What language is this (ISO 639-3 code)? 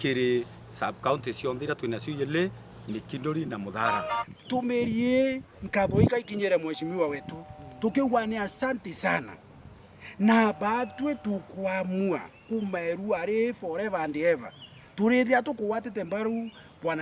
mer